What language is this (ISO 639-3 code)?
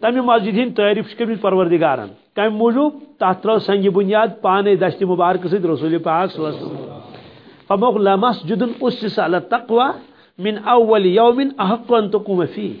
kas